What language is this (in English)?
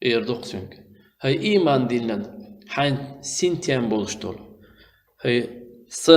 Chechen